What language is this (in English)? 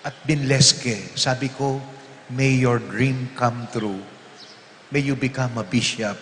Pampanga